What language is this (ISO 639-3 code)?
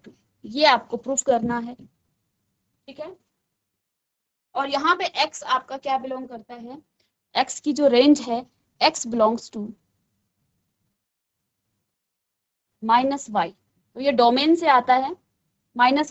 hin